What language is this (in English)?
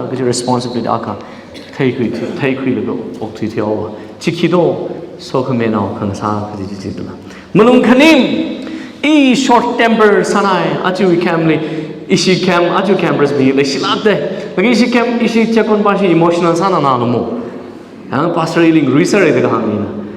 Tangkhul Naga (India)